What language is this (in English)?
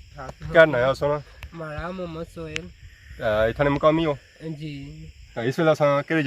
Pahari-Potwari